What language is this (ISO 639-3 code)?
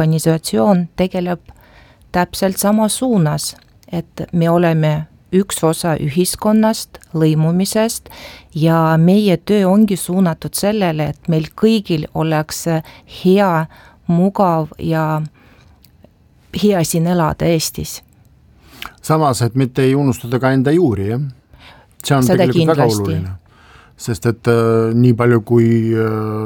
est